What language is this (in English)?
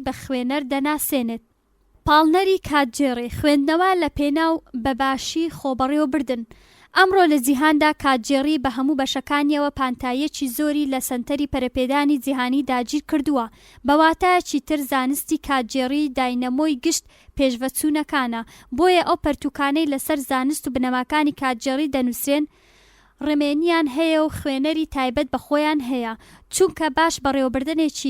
Central Kurdish